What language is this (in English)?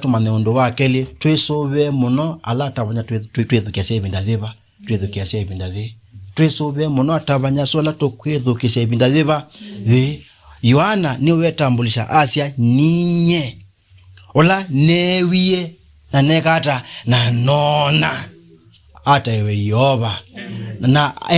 Kamba